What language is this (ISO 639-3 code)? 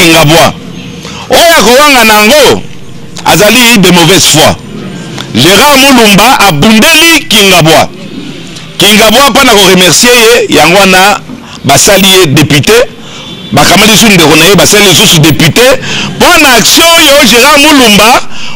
lin